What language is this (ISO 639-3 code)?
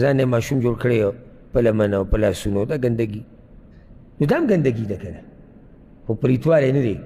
pus